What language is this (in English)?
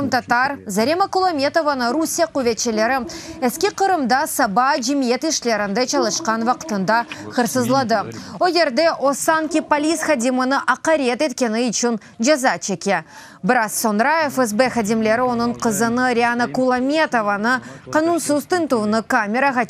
Crimean Tatar